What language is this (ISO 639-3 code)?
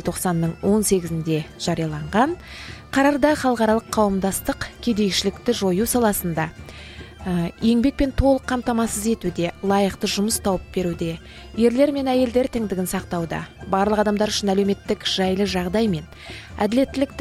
kaz